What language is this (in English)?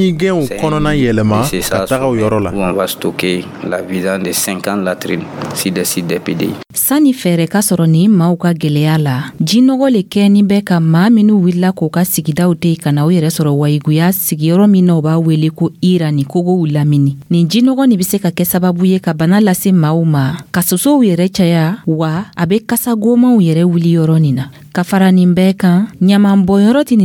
Dyula